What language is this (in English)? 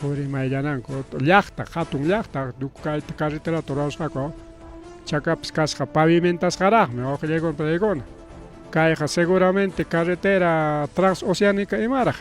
Ayacucho Quechua